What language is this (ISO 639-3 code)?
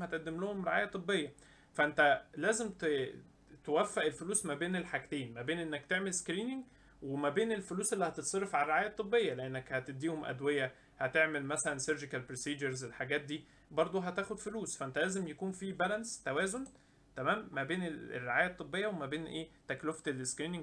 arz